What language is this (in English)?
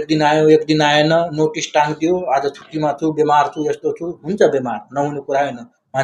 Nepali